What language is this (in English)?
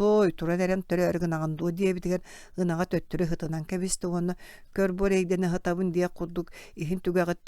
Yakut